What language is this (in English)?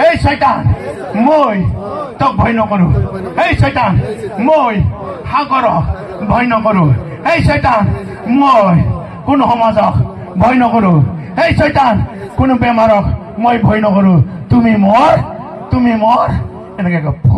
Assamese